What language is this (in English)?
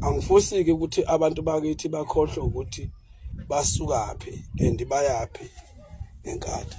Zulu